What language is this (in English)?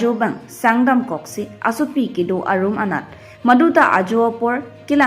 Karbi